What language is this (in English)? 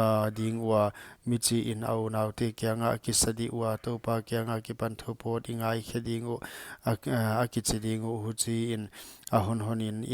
Paite Chin